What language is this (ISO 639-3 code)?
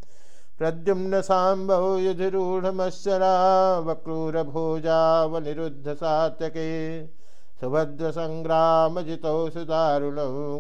san